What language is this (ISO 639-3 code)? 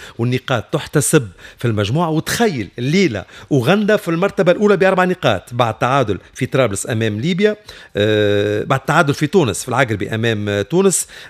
aeb